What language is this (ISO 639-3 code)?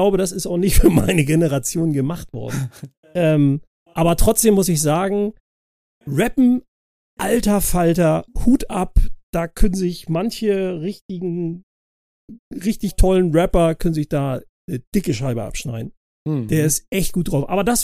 deu